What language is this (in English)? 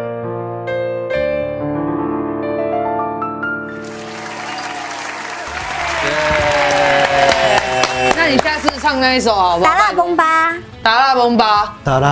Chinese